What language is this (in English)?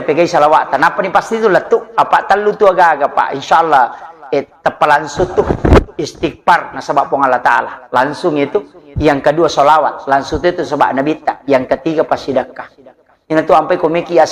Buginese